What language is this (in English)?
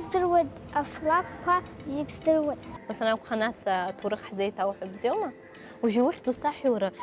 Abkhazian